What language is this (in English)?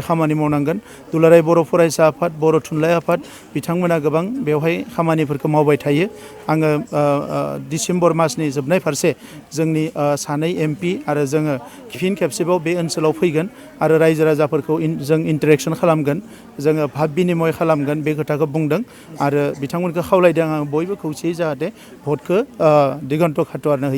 Bodo